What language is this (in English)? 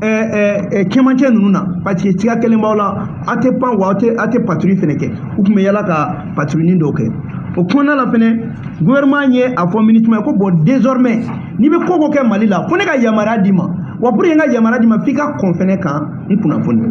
Bambara